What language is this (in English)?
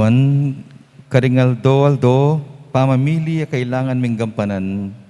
Pampanga